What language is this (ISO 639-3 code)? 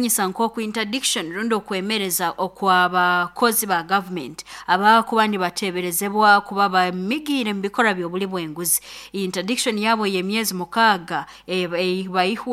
nyo